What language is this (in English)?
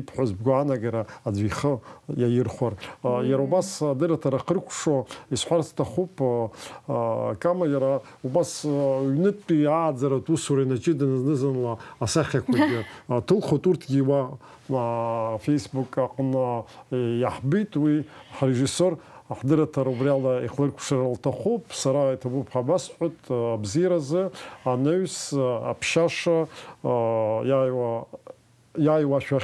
Abkhazian